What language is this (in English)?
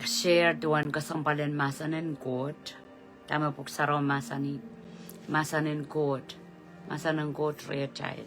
Pohnpeian